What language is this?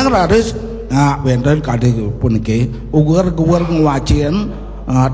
Balinese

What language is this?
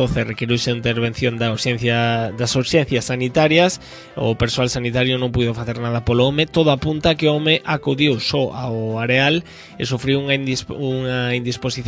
Galician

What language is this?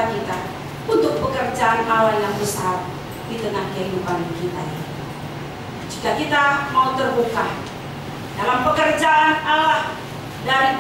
Indonesian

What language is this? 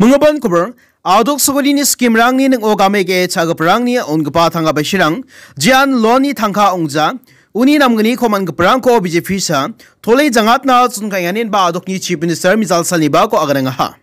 Garo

